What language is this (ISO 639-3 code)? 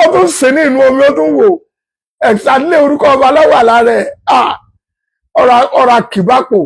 yor